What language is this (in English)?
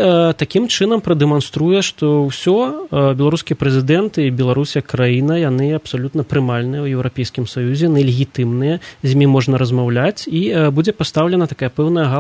Belarusian